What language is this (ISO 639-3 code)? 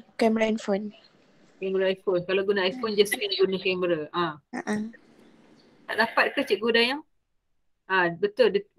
msa